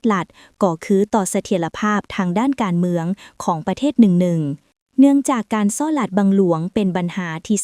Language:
Lao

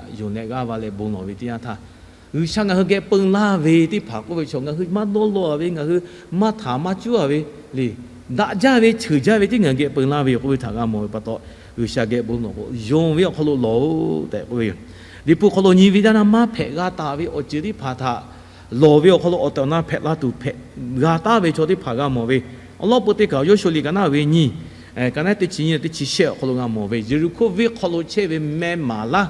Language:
Lahu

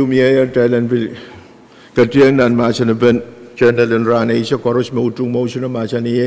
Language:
Pohnpeian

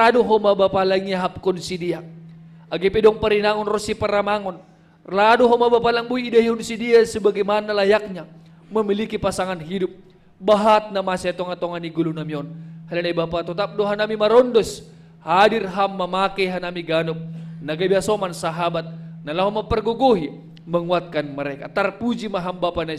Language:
Batak Simalungun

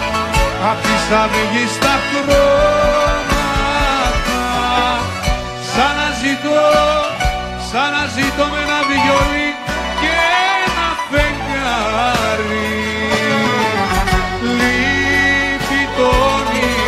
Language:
Greek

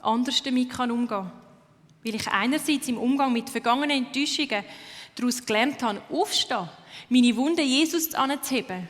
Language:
Swiss German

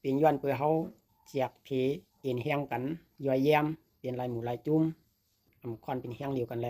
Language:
Lao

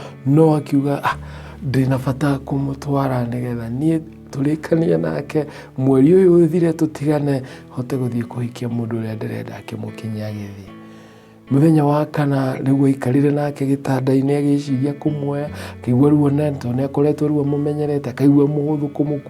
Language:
Kikuyu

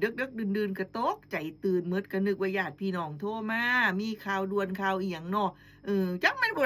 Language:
Northeastern Thai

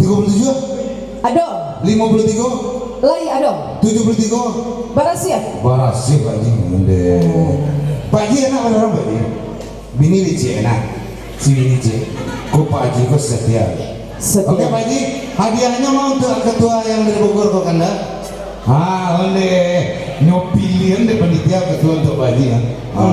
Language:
Minangkabau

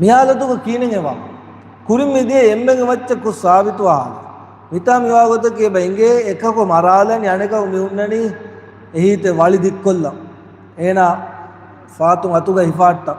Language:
Divehi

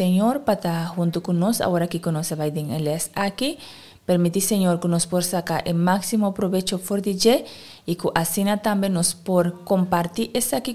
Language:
Papiamento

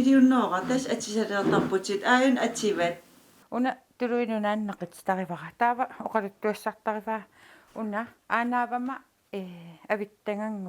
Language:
Kalaallisut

